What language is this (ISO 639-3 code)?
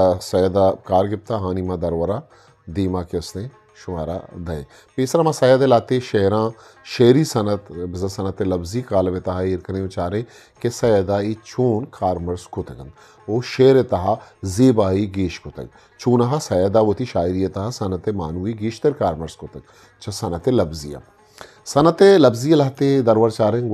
bgp